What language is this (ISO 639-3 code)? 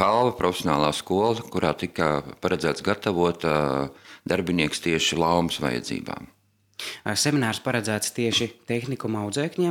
lav